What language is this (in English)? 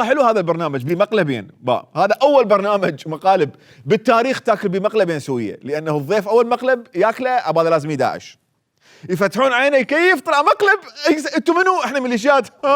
Mesopotamian Arabic